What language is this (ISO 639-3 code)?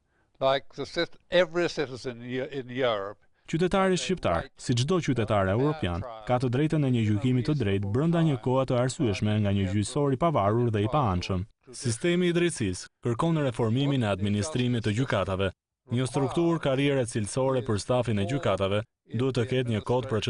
sqi